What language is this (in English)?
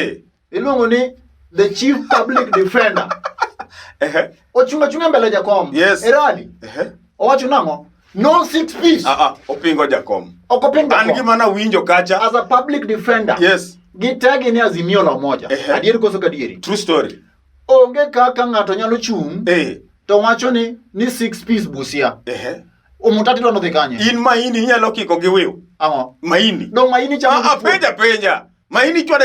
Luo (Kenya and Tanzania)